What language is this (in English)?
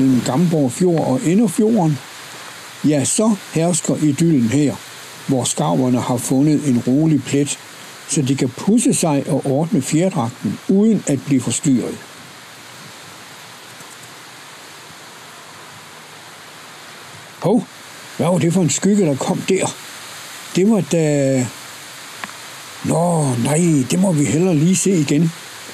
Danish